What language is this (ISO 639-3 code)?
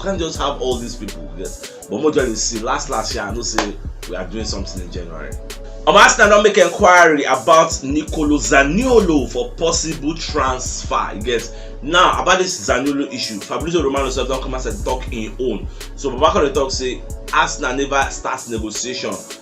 pcm